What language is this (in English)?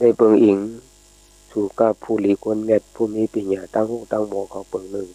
Shan